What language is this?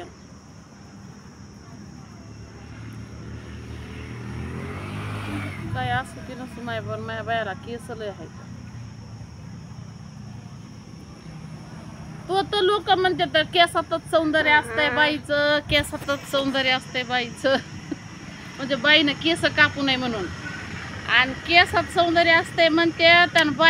Marathi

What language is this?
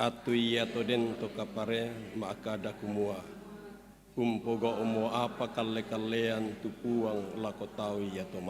Toraja-Sa'dan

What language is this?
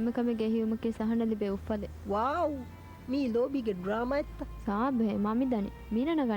Divehi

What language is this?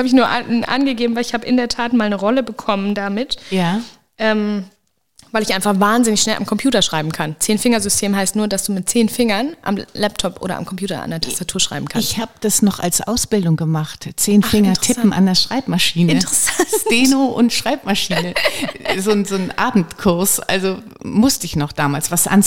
German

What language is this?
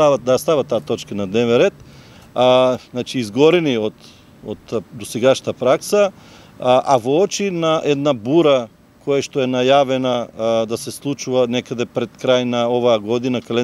Macedonian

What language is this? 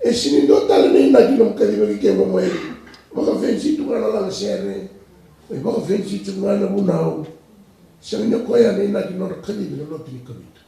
Fijian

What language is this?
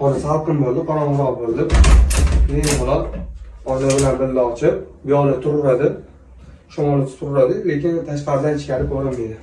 Uzbek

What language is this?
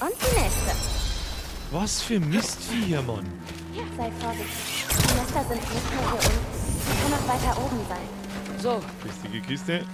Bavarian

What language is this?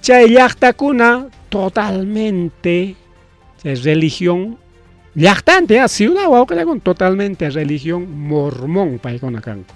Ayacucho Quechua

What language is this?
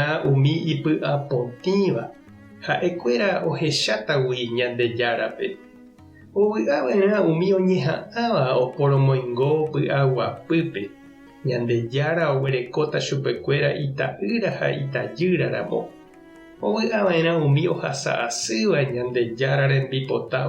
Guarani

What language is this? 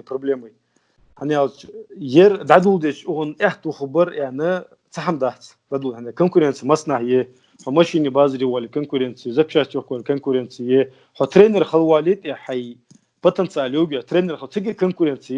Ingush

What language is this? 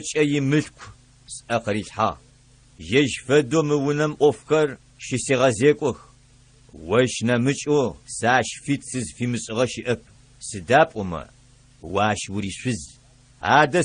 Adyghe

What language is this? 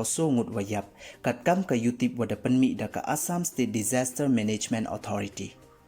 Pnar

